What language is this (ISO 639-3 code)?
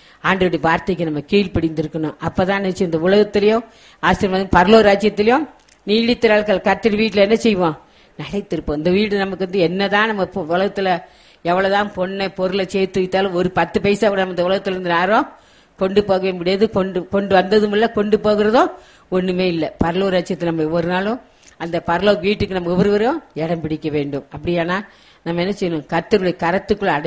tam